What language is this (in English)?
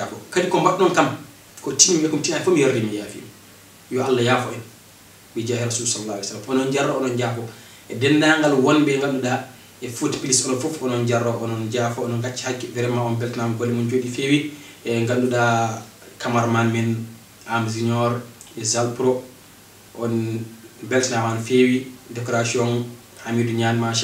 Fula